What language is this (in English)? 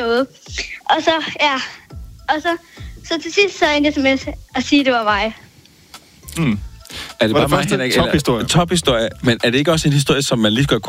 Danish